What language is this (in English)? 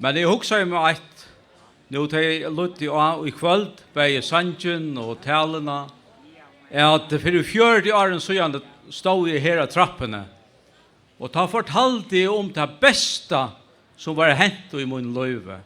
Faroese